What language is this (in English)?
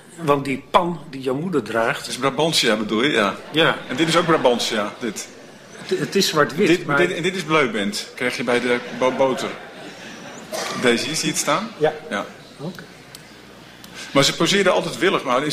Dutch